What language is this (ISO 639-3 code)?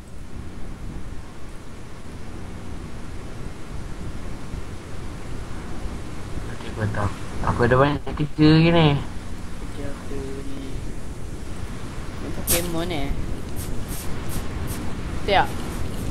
msa